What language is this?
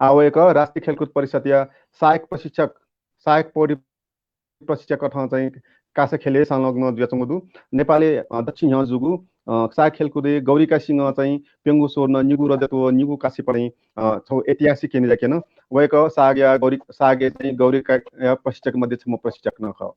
Newari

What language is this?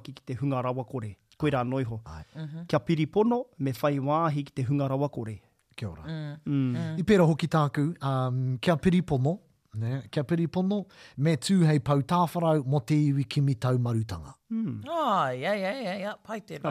Māori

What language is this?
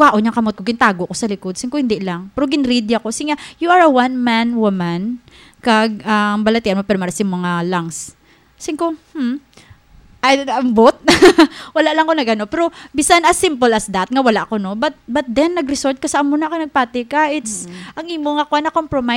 Hiligaynon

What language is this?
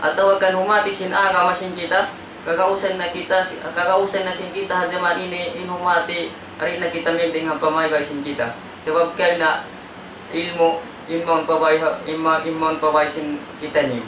Tausug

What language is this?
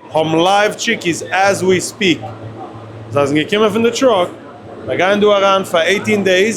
Yiddish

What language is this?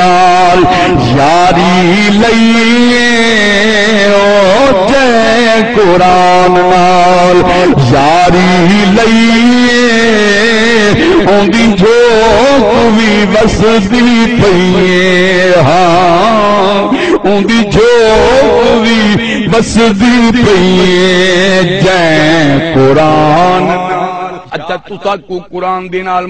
Saraiki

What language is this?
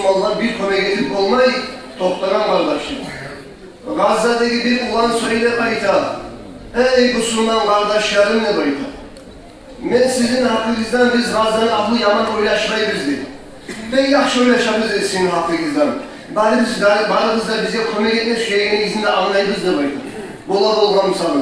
Kumyk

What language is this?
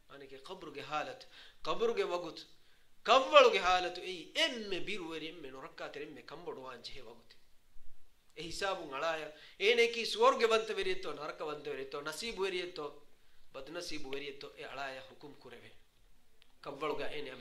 Divehi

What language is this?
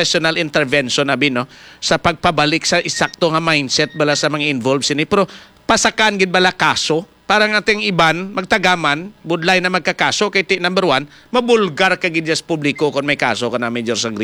Hiligaynon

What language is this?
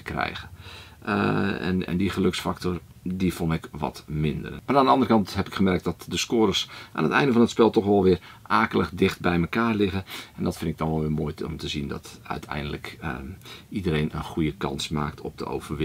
Dutch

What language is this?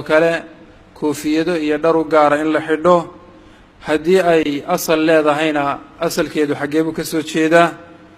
Somali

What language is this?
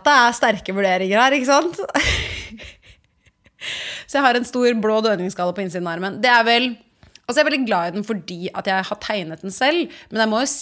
Norwegian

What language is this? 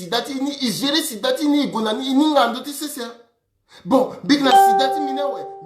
Sango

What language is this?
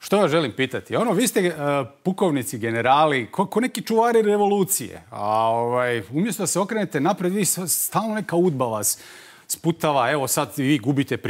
Bosnian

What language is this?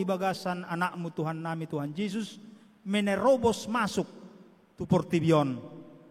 Batak Toba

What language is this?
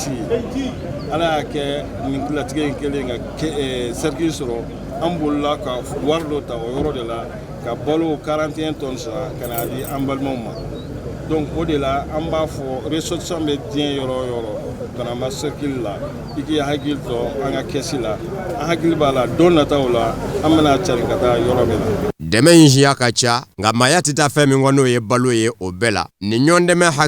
Bambara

